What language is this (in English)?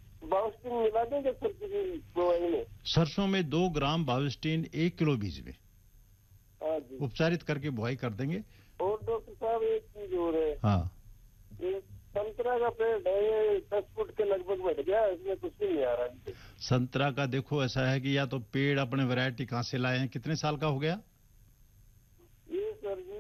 Hindi